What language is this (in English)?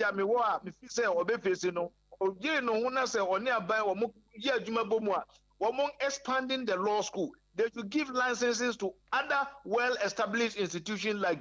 Akan